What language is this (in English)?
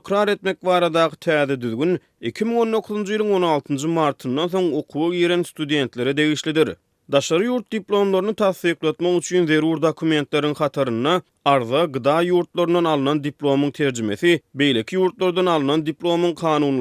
Turkmen